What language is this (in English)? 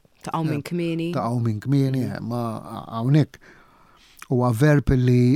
Maltese